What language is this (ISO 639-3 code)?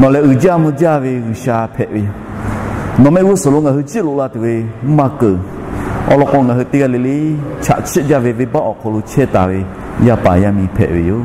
lhu